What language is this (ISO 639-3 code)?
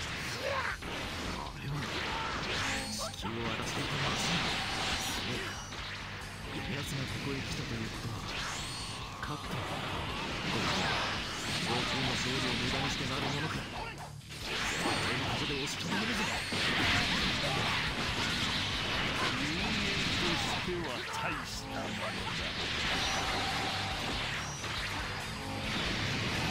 jpn